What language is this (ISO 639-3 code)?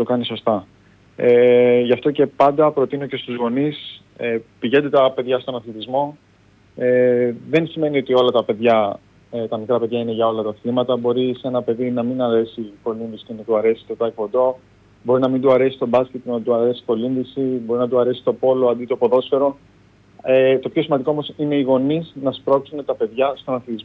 ell